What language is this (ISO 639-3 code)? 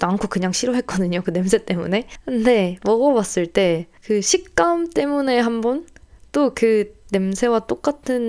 kor